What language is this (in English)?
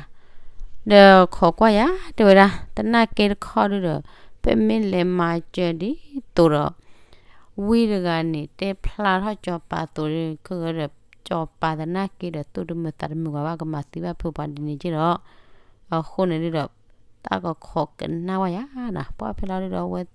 S'gaw Karen